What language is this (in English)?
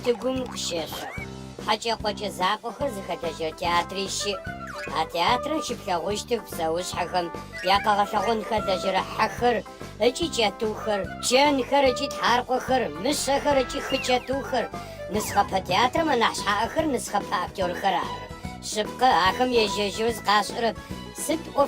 Adyghe